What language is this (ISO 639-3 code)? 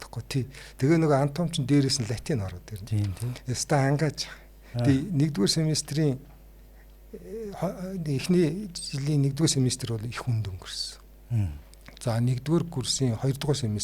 mon